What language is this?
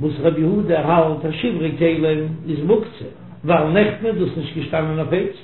Yiddish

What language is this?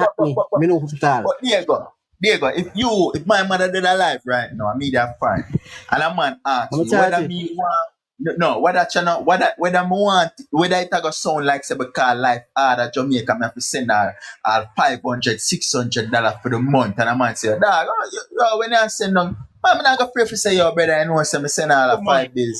Jamaican Creole English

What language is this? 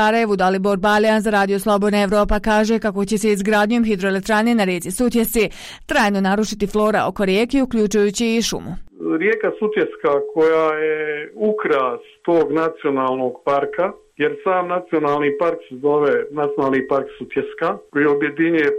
Bosnian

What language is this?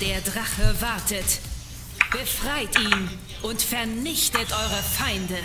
Swiss German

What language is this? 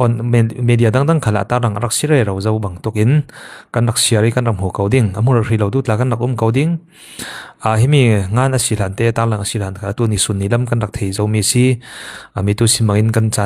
Falam Chin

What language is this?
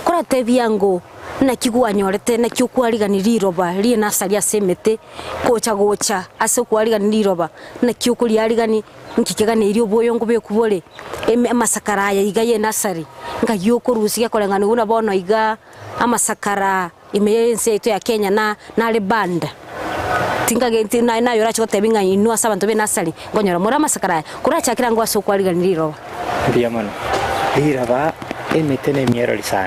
Gusii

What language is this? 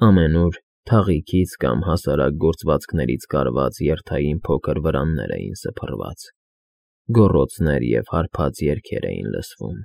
Armenian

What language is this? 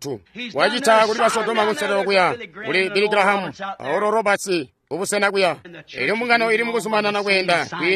Tonga (Zambia)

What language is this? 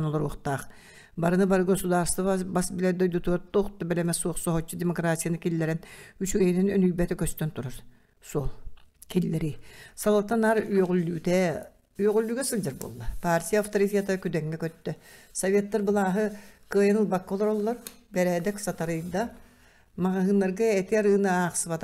Yakut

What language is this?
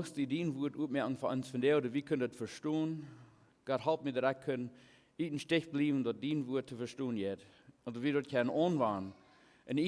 Plautdietsch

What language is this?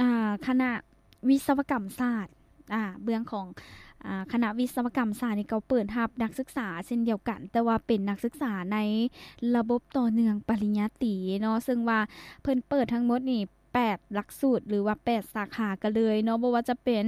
Lao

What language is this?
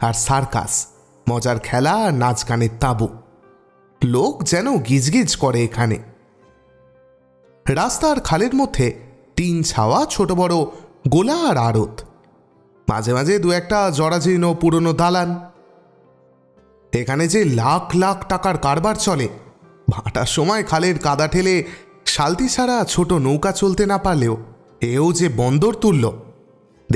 Bangla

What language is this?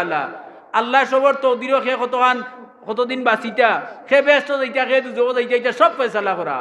Sylheti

